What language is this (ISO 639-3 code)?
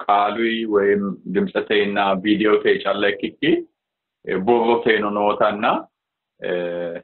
sid